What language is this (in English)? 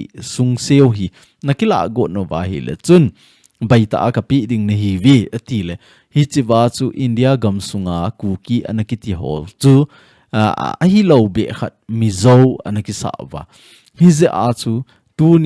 Thado Chin